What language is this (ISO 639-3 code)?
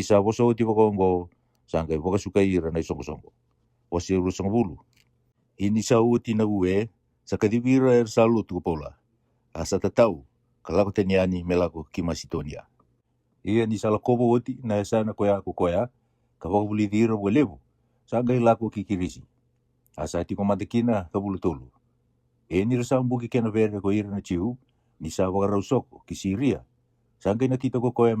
fij